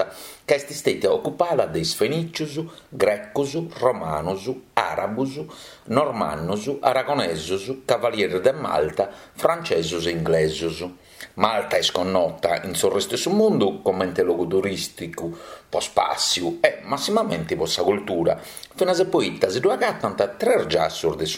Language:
Sardinian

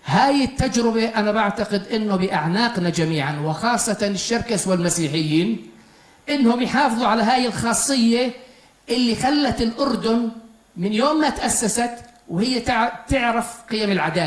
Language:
North Levantine Arabic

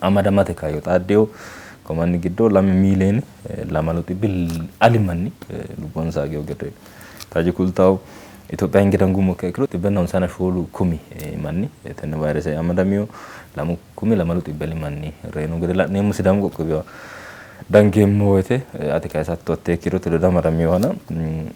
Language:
Sidamo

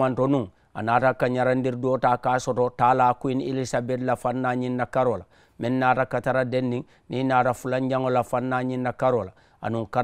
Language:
Mandingo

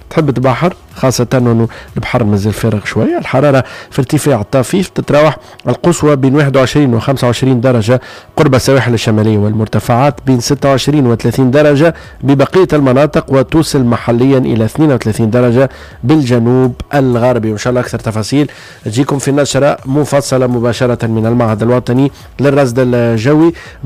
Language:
Tunisian Arabic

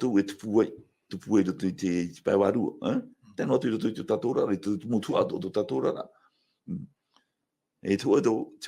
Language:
Tahitian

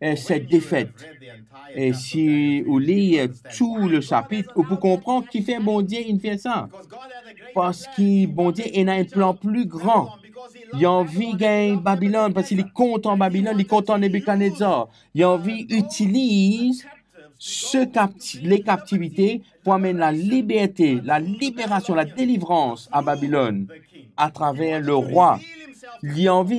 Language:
Morisyen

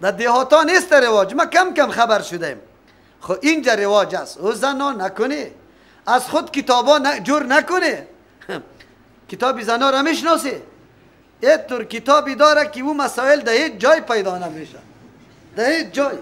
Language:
Persian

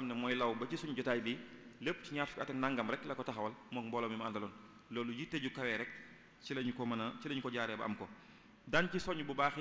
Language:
Wolof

